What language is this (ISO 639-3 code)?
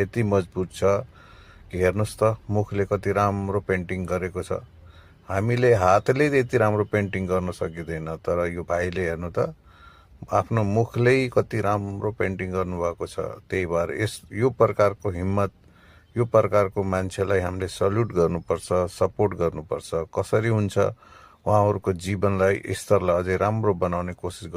nep